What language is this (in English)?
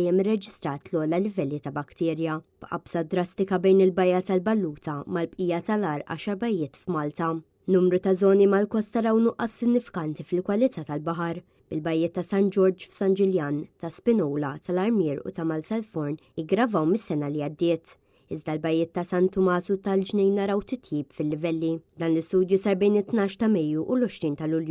Maltese